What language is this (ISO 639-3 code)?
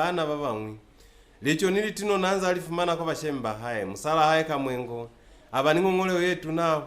loz